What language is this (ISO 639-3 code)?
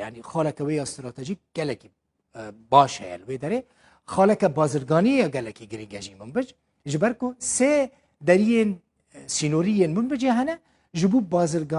kur